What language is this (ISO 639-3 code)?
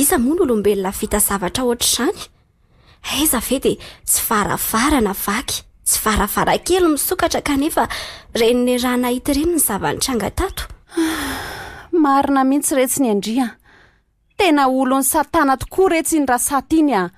mlg